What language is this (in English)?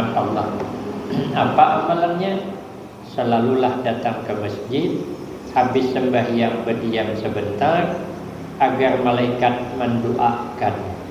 Banjar